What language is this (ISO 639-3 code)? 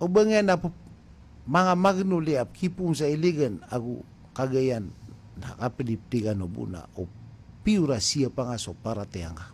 mrw